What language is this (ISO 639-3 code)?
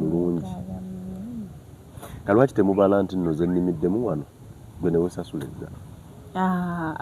lug